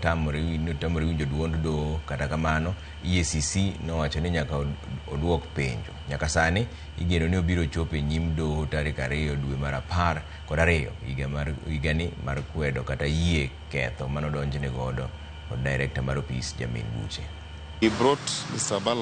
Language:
Luo (Kenya and Tanzania)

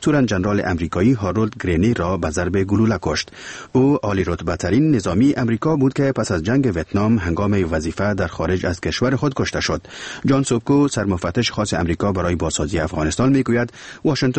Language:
Persian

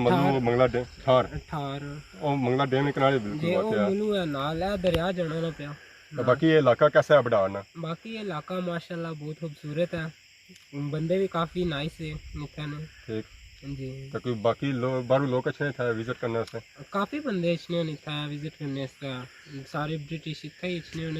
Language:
Pahari-Potwari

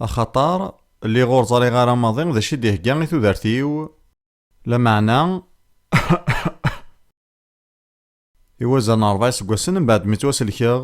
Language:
Kabyle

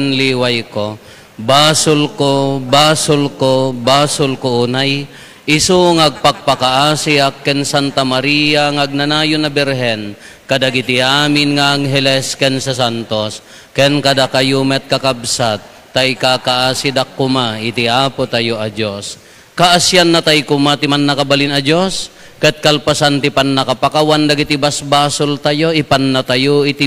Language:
Iloko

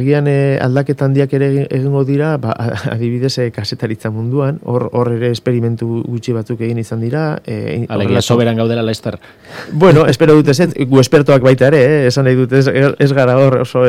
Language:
Basque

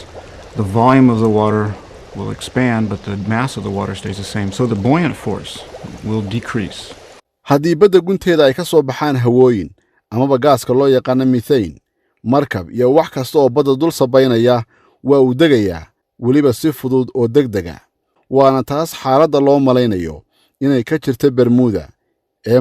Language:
Somali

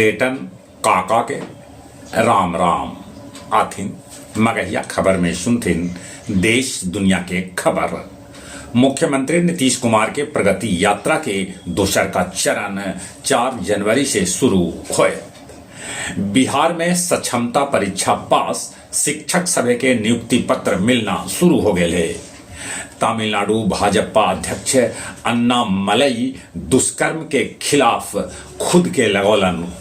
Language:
Magahi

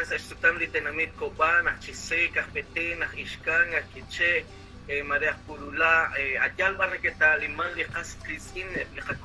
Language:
Kekchí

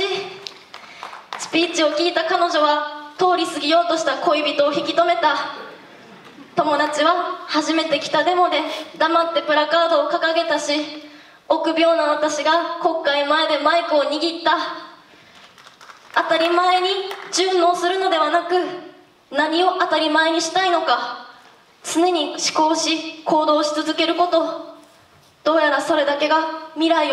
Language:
Japanese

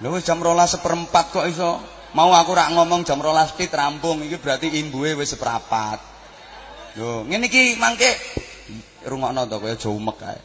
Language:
Javanese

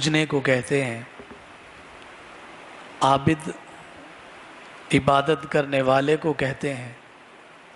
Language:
Urdu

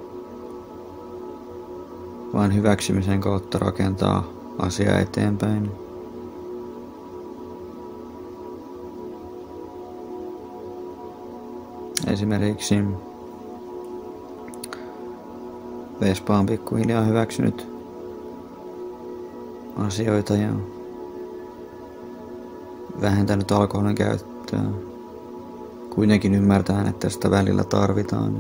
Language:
Finnish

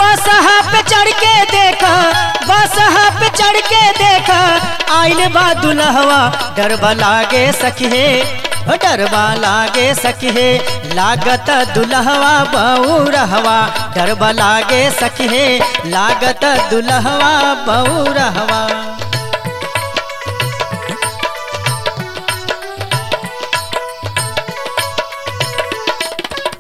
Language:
Bhojpuri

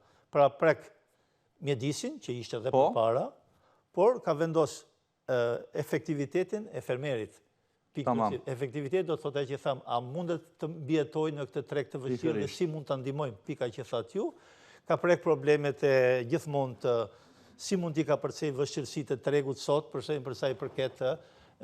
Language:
Albanian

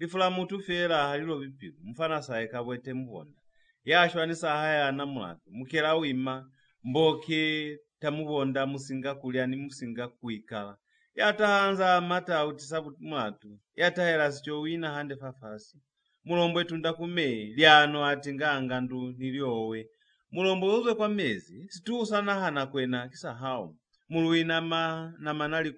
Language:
Lozi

